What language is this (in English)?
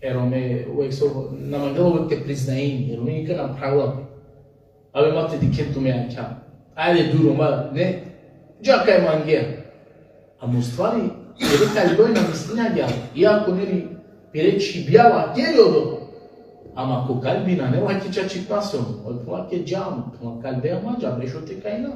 Balkan Romani